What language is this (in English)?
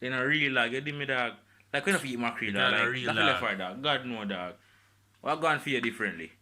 Jamaican Creole English